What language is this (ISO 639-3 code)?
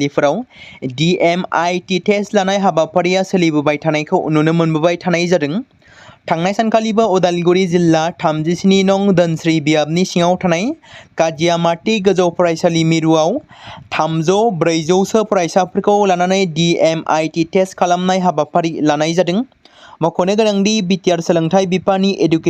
brx